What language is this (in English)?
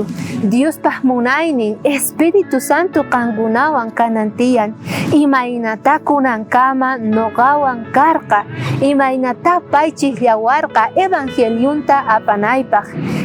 South Bolivian Quechua